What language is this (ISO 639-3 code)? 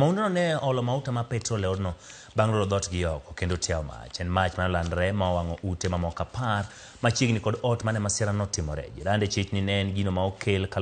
luo